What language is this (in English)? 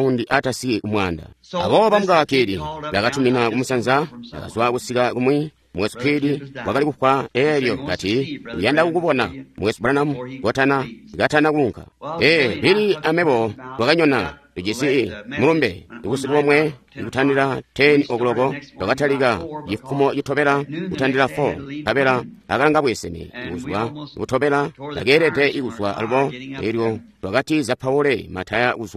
Tonga (Zambia)